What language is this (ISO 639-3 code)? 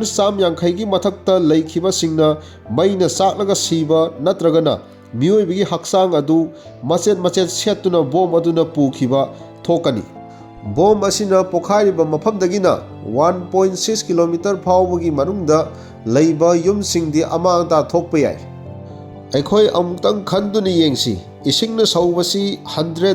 mni